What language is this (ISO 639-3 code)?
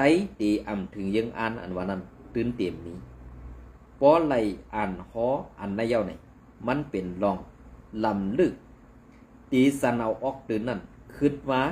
shn